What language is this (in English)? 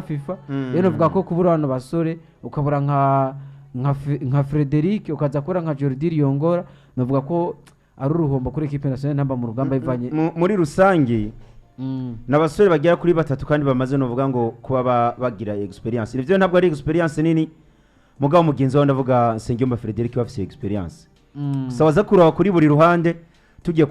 Rundi